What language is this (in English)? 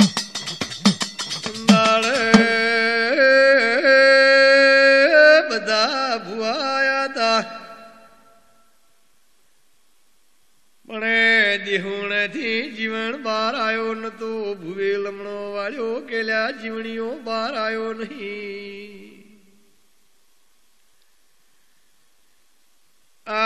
Gujarati